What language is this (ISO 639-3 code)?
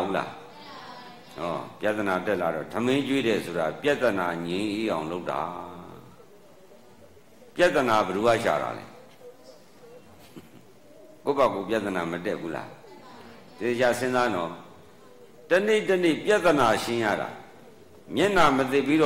mya